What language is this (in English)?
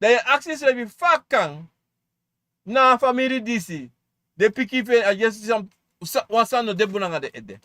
Sranan Tongo